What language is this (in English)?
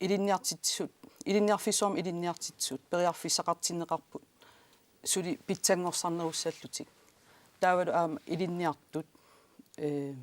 Kalaallisut